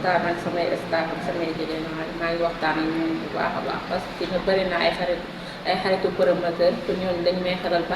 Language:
Wolof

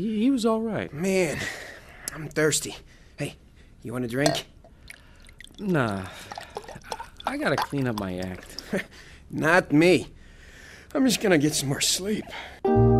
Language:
English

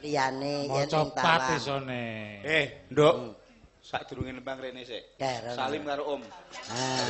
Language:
Javanese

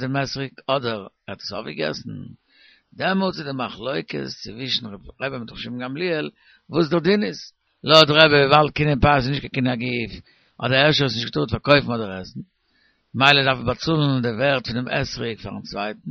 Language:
Yiddish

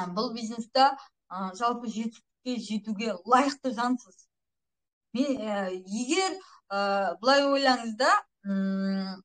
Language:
Kazakh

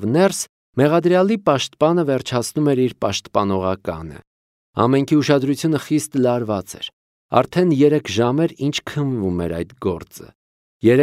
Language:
Armenian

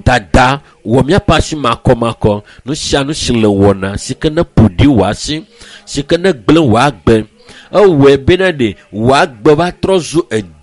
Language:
Ewe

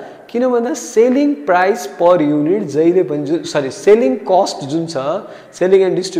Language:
Nepali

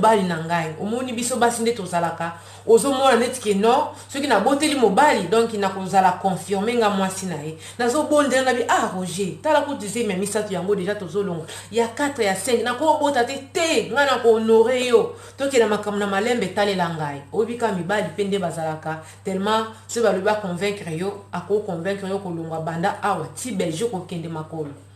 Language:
Lingala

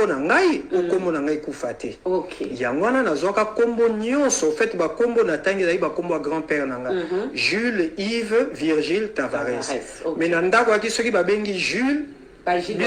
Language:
Lingala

